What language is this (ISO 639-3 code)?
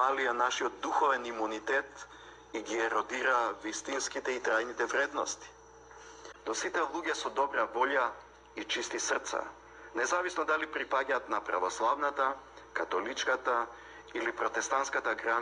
mkd